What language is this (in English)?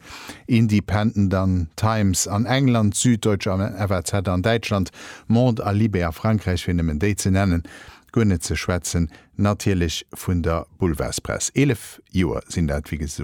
Luxembourgish